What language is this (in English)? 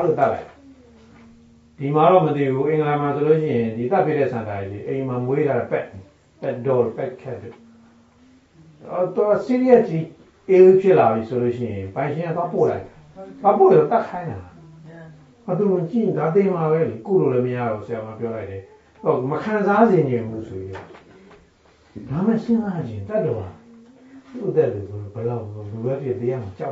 Burmese